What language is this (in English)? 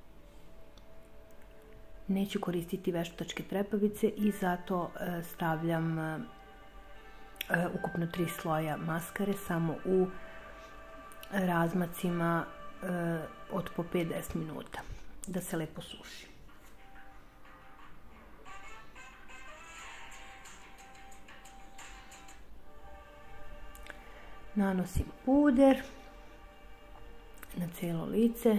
Serbian